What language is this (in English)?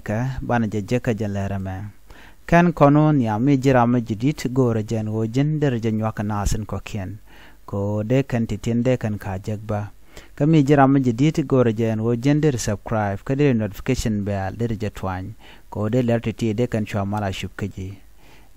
Nuer